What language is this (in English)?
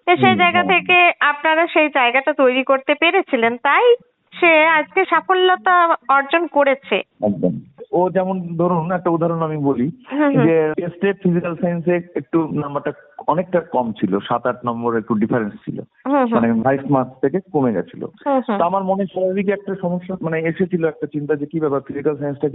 Bangla